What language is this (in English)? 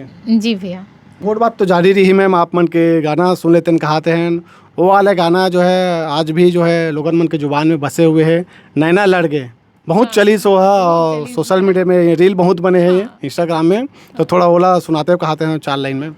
Chhattisgarhi